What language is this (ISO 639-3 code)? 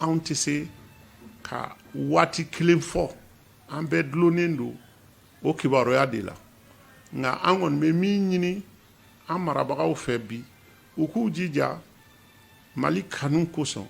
bam